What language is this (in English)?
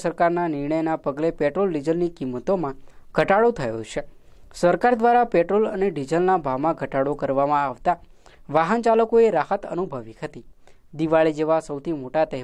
Gujarati